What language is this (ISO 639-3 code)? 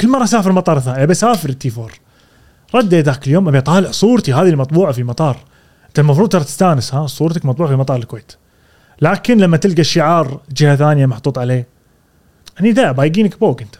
afb